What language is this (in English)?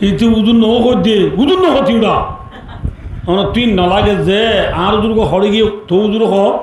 Rohingya